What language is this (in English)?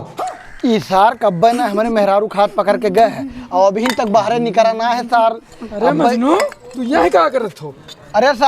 Awadhi